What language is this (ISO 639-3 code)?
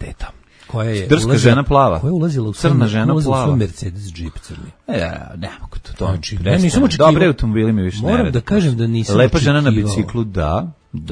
srp